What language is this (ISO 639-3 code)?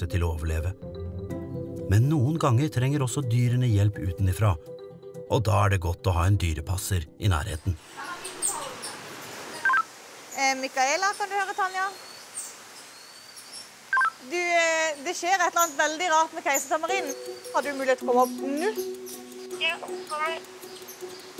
nor